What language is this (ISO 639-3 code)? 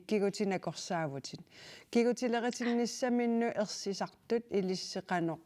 kal